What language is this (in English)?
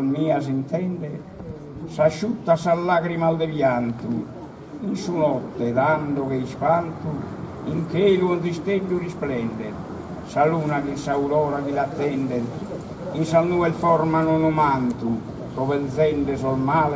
Sardinian